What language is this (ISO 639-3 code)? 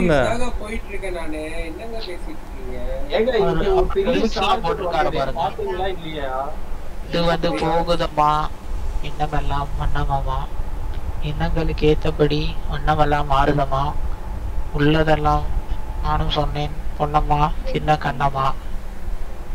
tam